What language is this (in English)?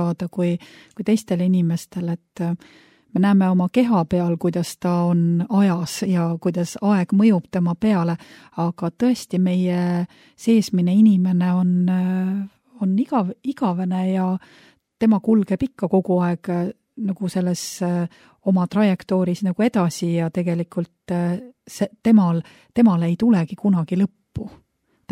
Estonian